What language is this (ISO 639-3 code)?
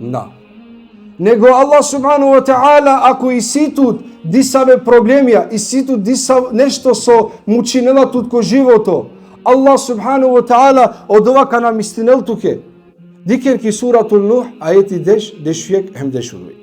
rmn